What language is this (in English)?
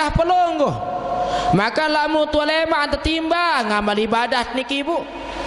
Sasak